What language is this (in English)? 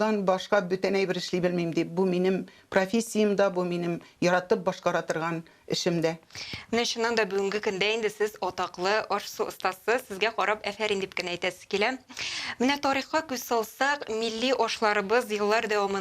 Tatar